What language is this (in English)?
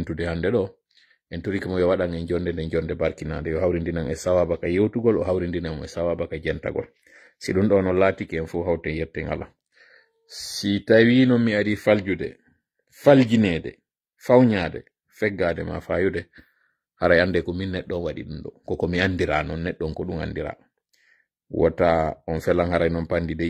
Fula